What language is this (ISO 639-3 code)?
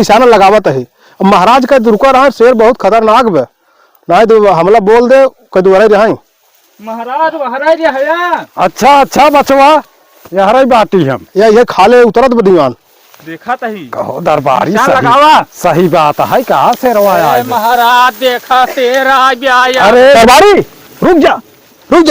awa